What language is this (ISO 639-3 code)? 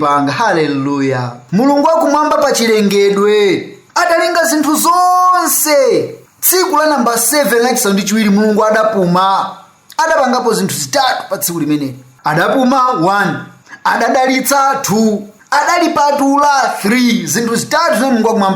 nya